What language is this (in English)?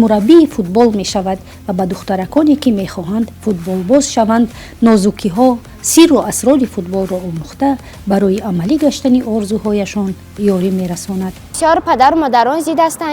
Tajik